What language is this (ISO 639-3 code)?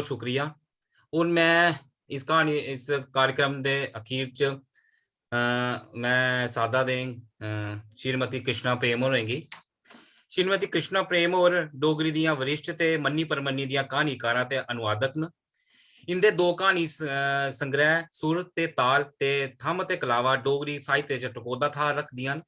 doi